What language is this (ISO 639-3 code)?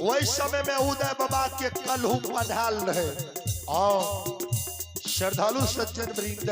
mai